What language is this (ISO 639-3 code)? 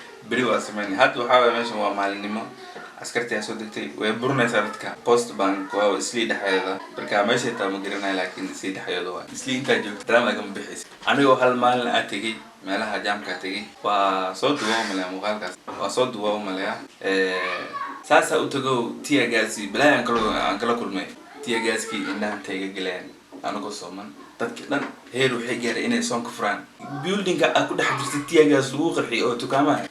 som